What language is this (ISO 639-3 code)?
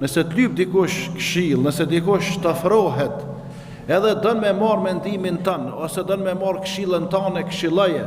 sqi